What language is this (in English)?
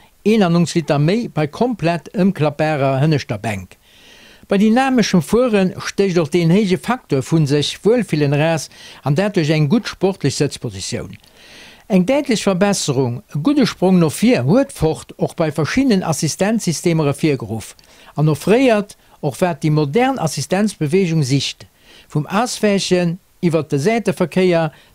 Luxembourgish